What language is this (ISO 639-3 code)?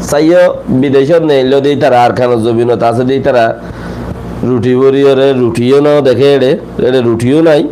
rhg